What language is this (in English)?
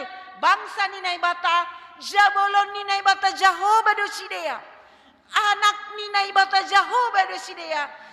Batak Simalungun